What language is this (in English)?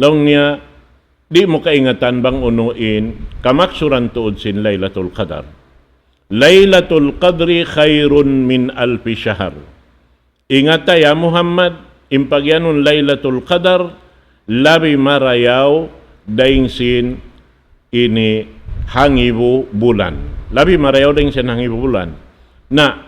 Tausug